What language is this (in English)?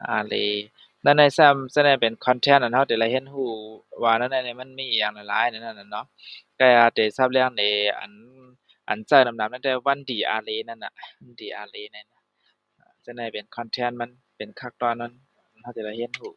Shan